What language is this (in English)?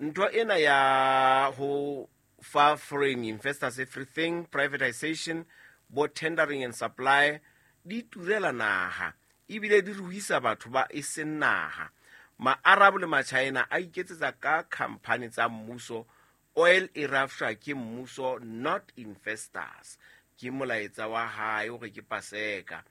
Southern Sotho